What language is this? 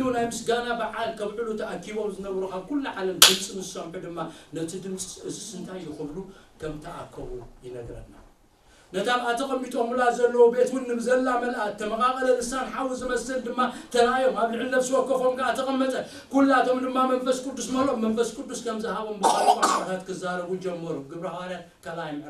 Tigrinya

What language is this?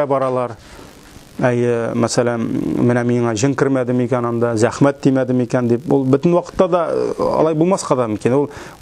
Tatar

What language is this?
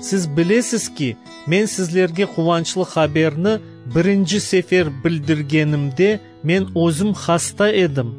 Crimean Tatar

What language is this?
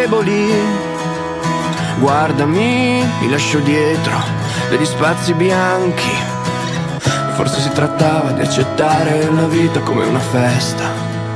Italian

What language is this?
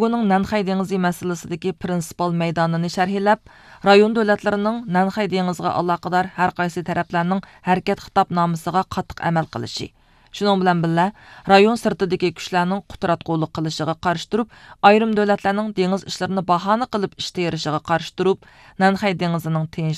Uyghur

